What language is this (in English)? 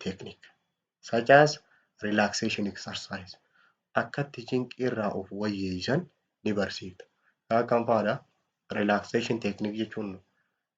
Oromo